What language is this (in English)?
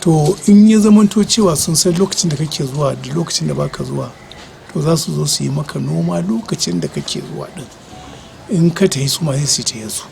Hausa